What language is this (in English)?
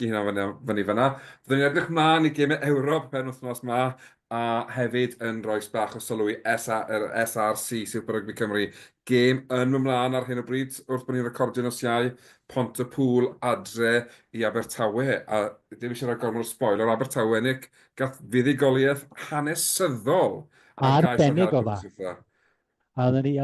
Welsh